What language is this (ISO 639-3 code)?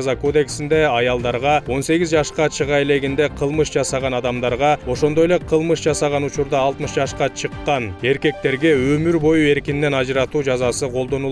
kir